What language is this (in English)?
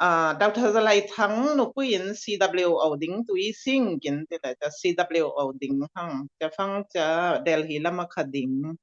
Falam Chin